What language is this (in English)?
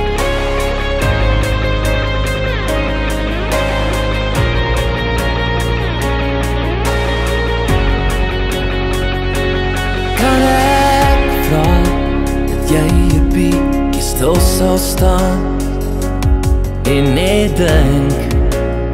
Afrikaans